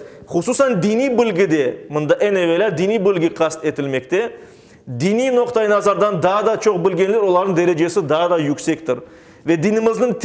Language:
Crimean Tatar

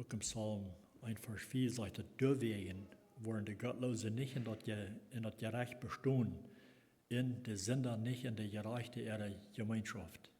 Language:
Plautdietsch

